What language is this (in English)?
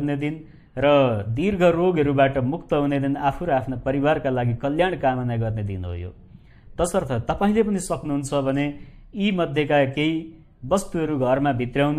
Nepali